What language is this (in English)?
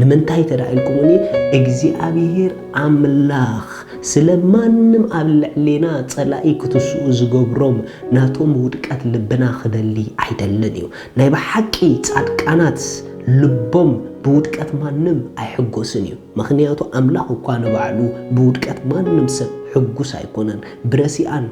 Tigrinya